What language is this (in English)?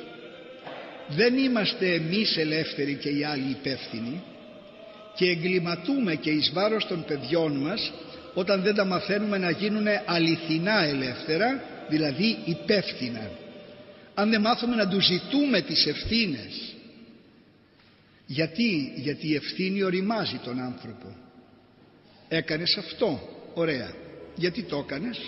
Greek